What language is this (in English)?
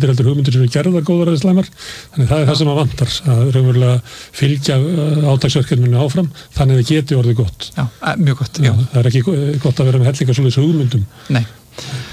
Icelandic